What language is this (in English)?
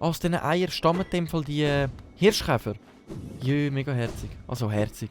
Swiss German